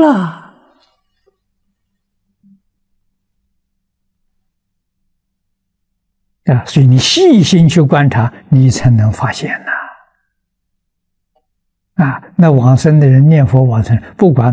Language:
Chinese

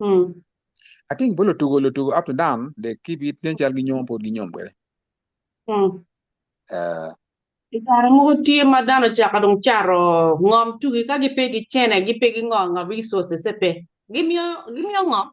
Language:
Acoli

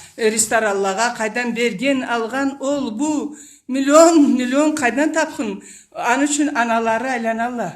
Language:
Karachay-Balkar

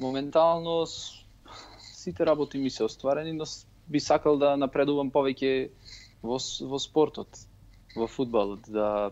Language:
Macedonian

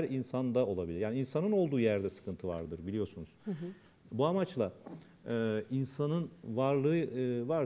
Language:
Turkish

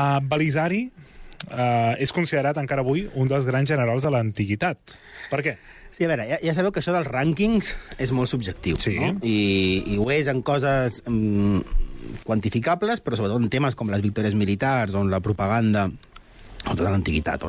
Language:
Catalan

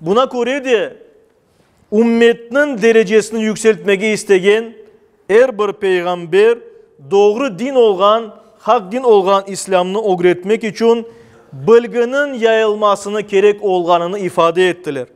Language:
Crimean Tatar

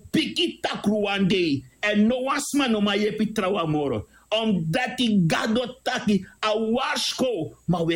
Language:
Sranan Tongo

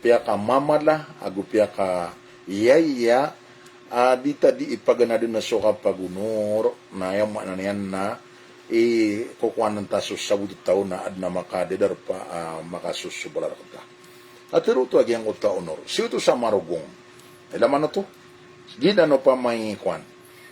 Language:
Maranao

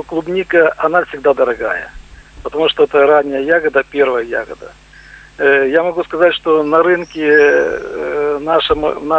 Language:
Russian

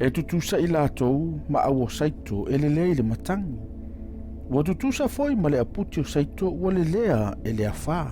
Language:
Samoan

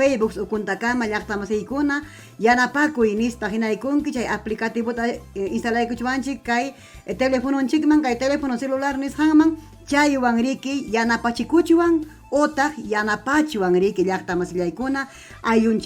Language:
Ayacucho Quechua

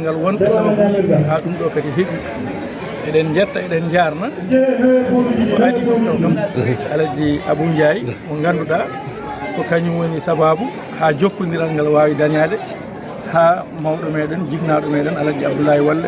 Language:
Fula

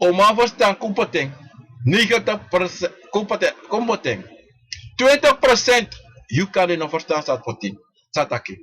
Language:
Sranan Tongo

